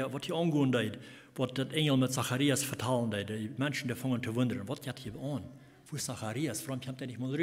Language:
Plautdietsch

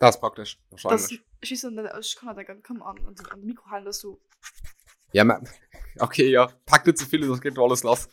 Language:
Luxembourgish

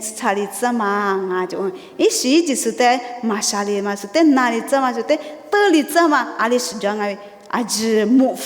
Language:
Lisu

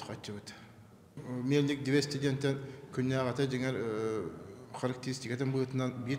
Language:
Yakut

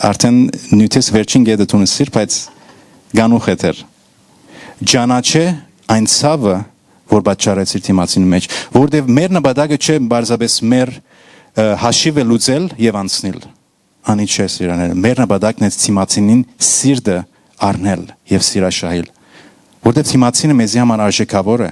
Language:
Western Armenian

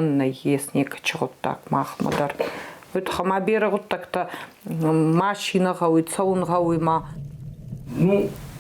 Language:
Ossetic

